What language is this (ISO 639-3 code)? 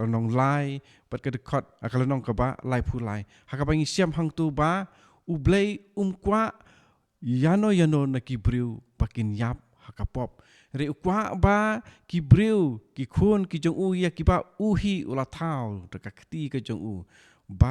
kha